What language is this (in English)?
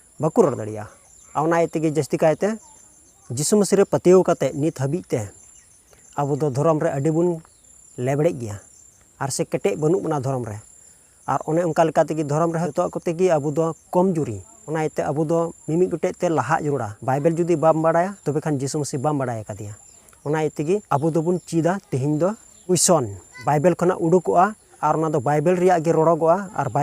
Santali